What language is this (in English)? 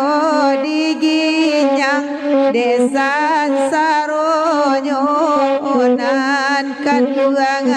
Minangkabau